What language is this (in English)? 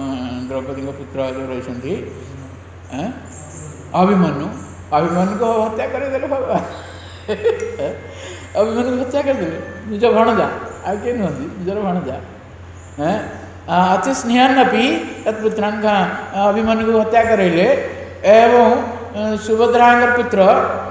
Odia